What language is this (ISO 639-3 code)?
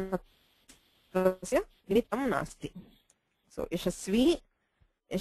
san